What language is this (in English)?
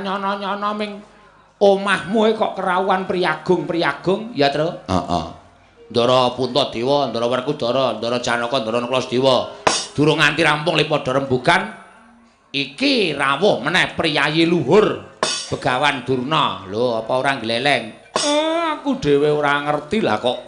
Javanese